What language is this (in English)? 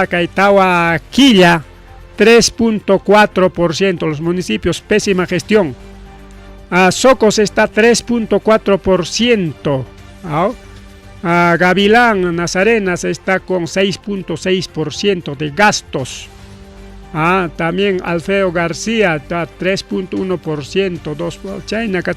Ayacucho Quechua